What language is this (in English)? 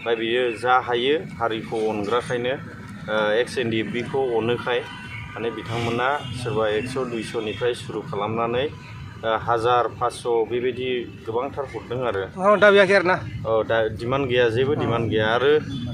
Bodo